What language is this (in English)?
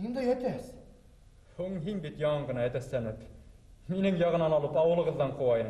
Bashkir